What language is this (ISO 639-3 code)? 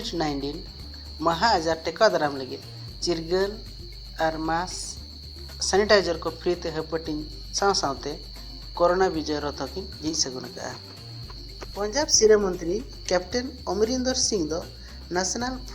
sat